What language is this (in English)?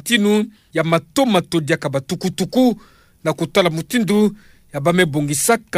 Kituba (Democratic Republic of Congo)